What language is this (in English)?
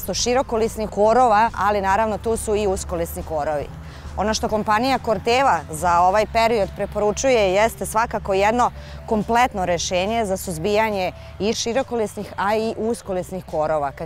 Serbian